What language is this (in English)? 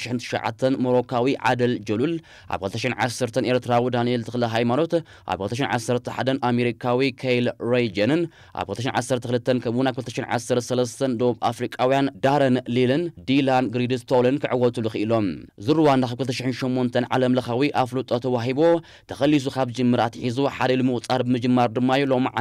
Tigrinya